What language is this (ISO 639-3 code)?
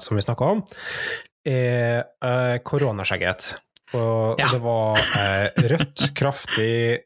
nor